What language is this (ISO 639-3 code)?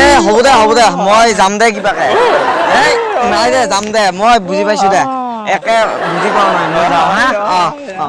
asm